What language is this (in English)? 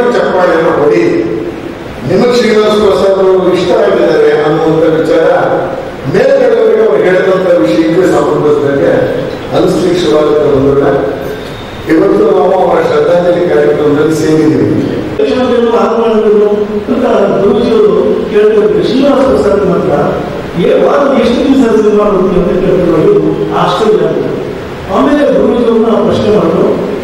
Kannada